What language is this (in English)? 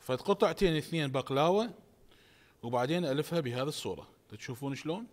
Mesopotamian Arabic